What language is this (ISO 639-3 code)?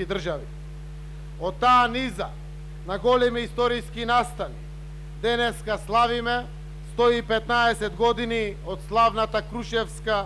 mkd